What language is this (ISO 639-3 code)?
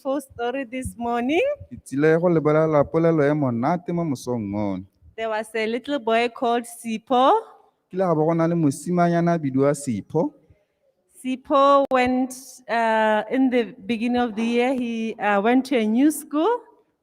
tsn